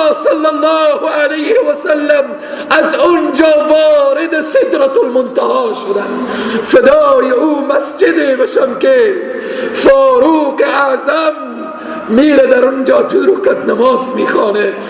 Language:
Persian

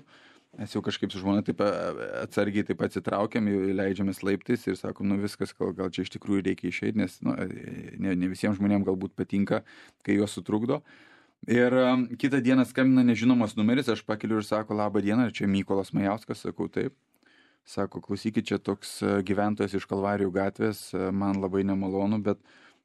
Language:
Lithuanian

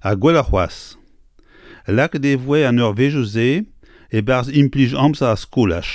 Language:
Breton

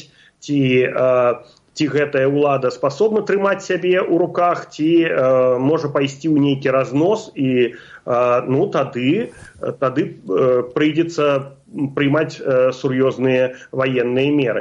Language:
Belarusian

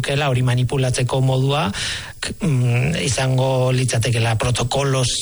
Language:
Basque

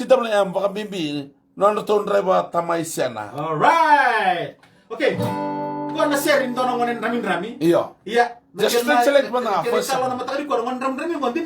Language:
Fijian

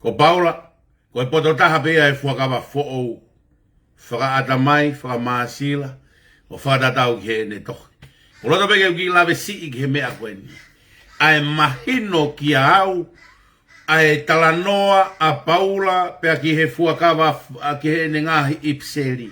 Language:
Tongan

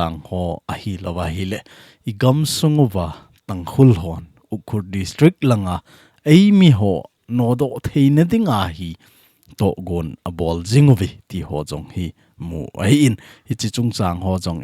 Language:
Thado Chin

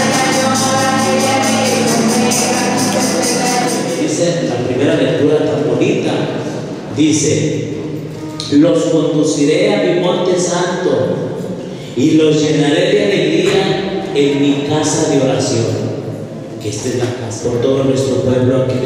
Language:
Spanish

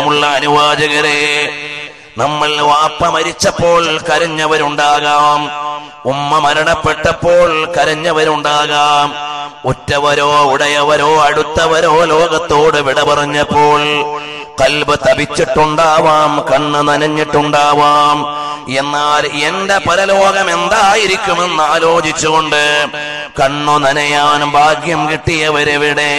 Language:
Malayalam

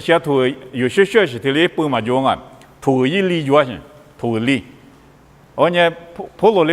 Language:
Lisu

